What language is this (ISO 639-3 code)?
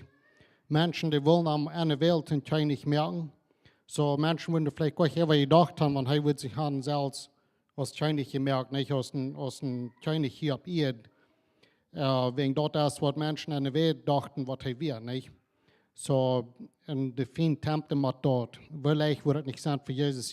pdt